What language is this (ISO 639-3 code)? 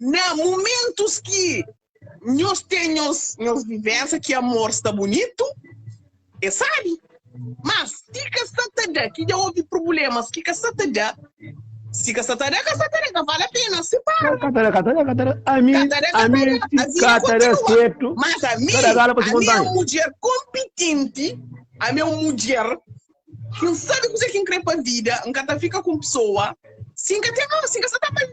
kea